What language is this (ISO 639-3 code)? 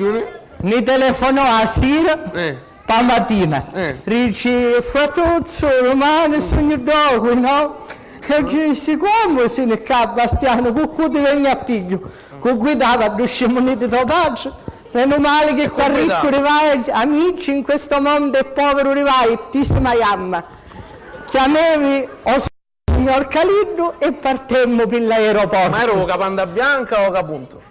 scn